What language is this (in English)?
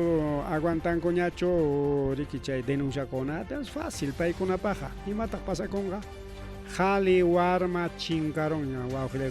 Ayacucho Quechua